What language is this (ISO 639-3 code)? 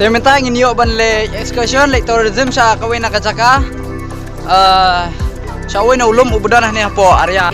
kha